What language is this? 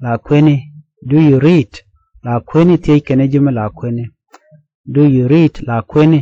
Nuer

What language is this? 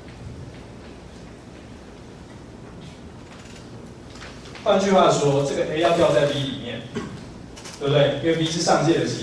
Chinese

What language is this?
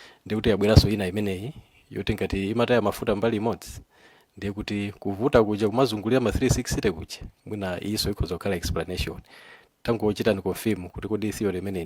Nyanja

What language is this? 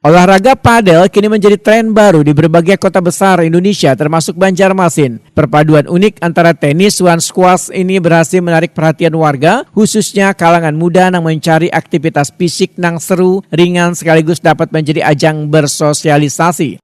Banjar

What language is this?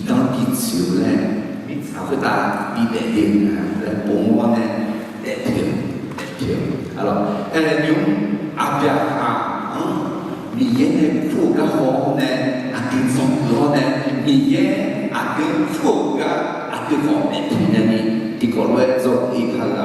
Akha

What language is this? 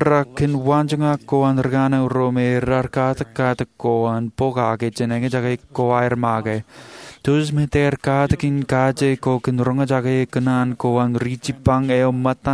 Marshallese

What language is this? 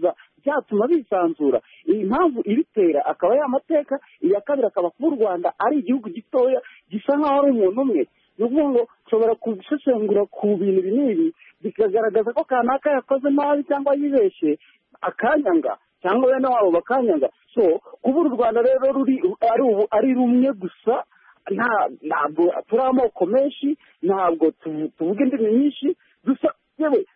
Kinyarwanda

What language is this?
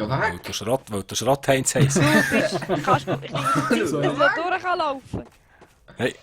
Swiss German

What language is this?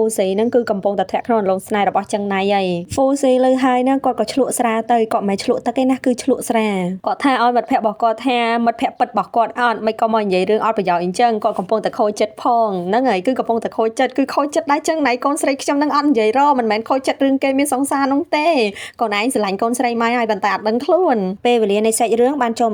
Khmer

